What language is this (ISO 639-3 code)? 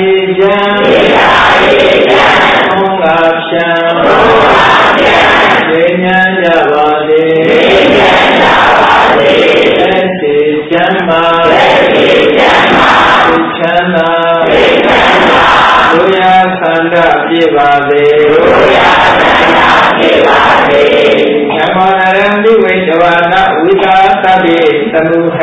mya